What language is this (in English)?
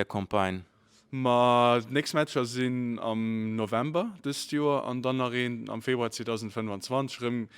Luxembourgish